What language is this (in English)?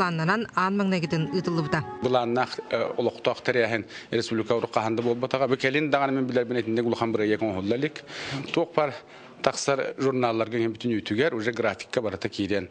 Yakut